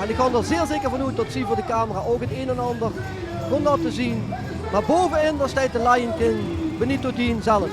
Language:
Limburgish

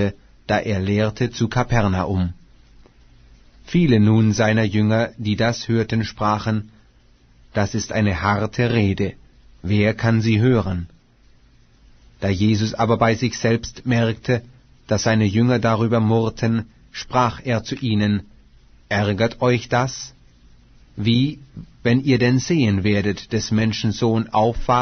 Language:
German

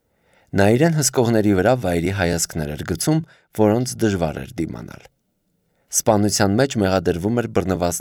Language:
Armenian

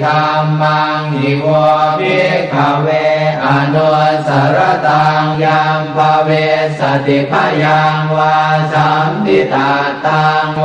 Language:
Pali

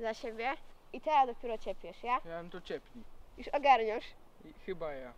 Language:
Silesian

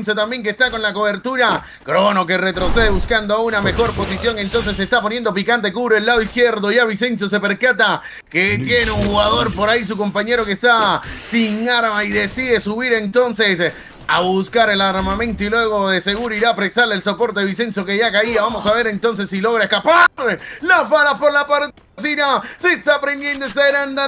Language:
Spanish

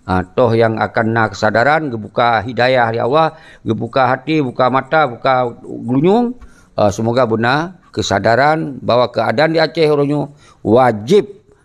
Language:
Achinese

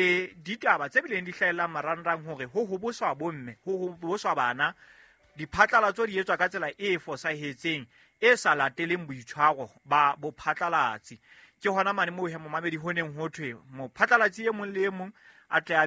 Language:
Southern Sotho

